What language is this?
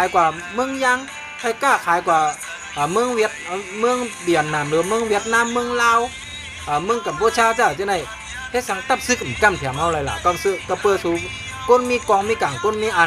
Shan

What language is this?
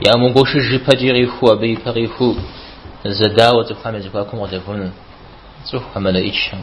Kabardian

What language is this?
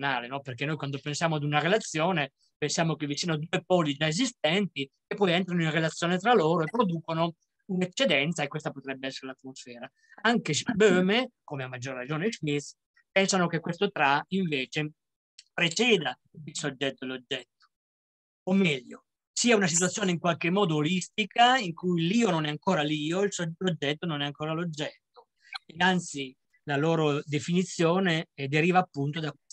Italian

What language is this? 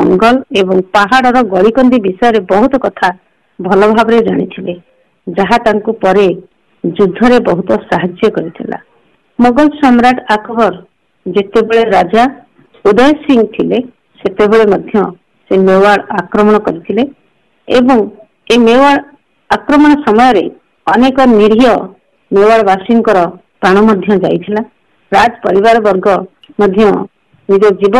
Odia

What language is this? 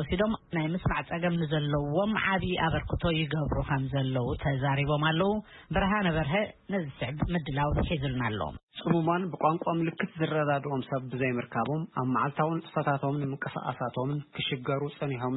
Tigrinya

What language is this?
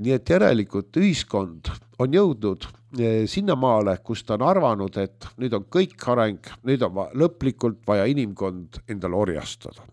Estonian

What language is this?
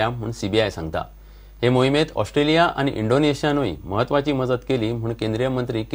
Konkani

